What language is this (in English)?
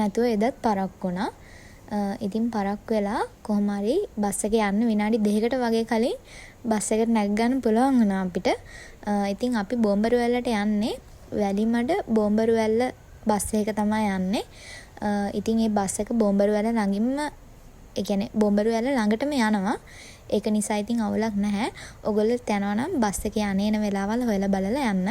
Sinhala